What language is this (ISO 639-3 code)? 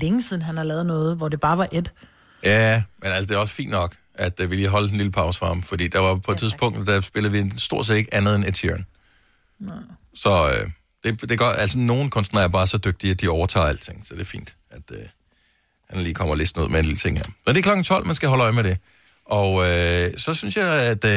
dan